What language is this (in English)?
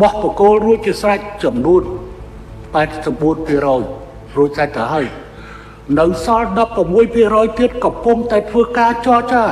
Khmer